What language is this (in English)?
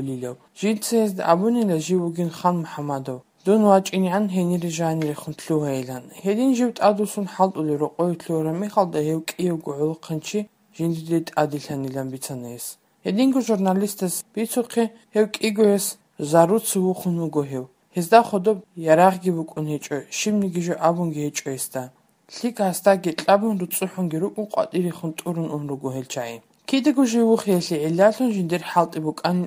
Avaric